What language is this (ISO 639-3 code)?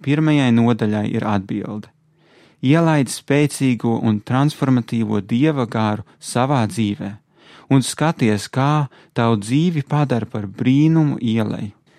lav